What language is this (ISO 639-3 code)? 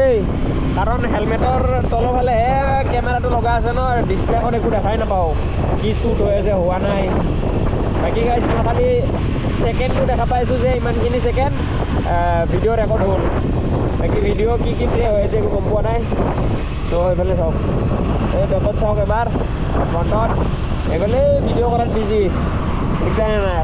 asm